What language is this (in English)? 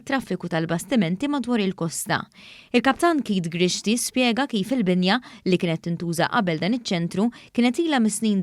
Maltese